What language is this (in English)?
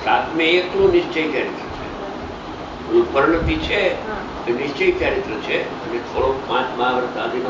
Gujarati